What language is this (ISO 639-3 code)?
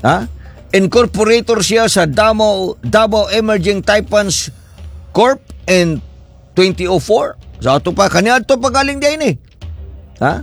ceb